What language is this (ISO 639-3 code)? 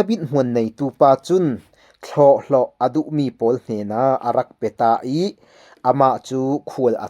cfm